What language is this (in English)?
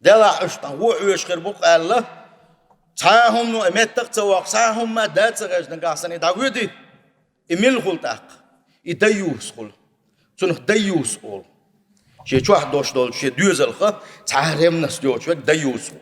Chechen